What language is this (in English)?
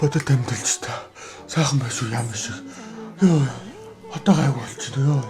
Mongolian